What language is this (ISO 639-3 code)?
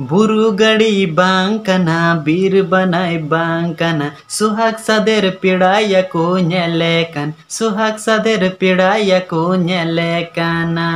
sat